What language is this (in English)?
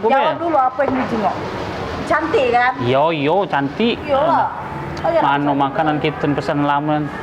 Musi